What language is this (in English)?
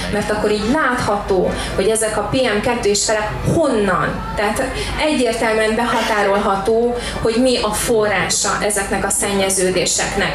Hungarian